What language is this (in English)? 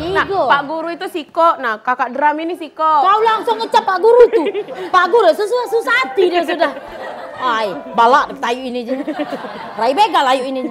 Musi